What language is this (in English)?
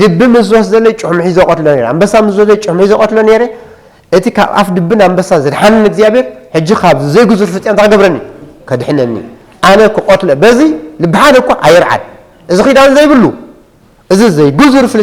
Tigrinya